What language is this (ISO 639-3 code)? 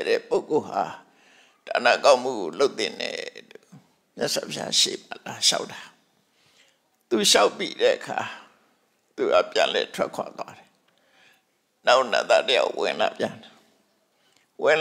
mya